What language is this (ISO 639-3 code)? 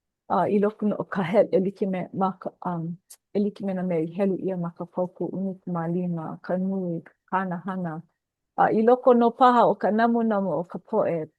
haw